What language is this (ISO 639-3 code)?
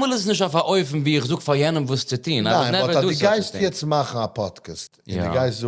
yid